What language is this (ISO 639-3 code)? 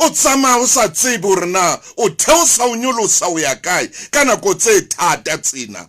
sot